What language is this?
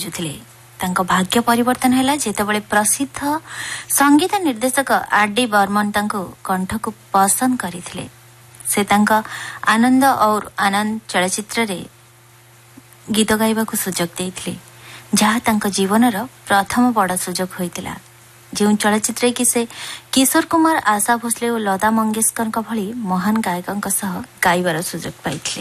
Odia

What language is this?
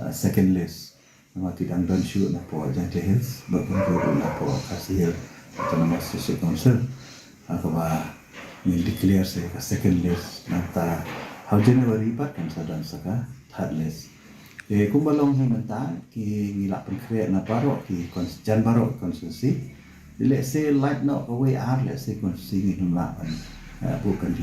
Khasi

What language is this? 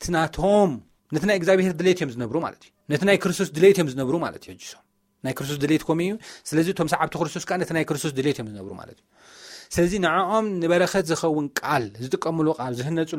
Tigrinya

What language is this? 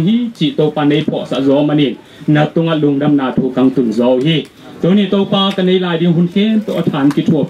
Tedim Chin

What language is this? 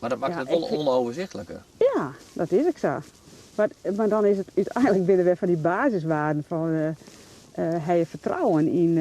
Western Frisian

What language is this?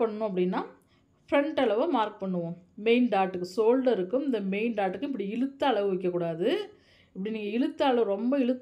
Tamil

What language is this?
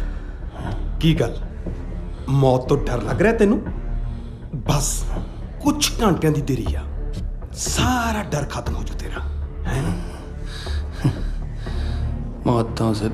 Punjabi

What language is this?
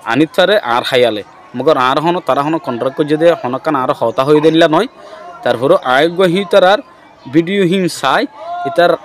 Rohingya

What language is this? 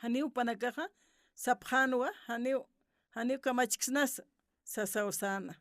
Aymara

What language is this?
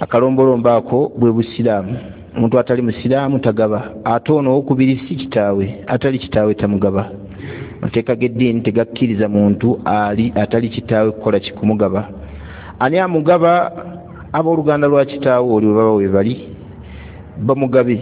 Ganda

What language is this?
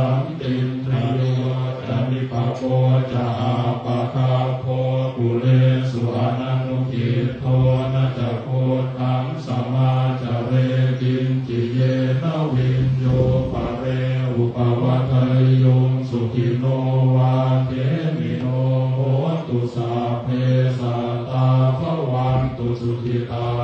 Pali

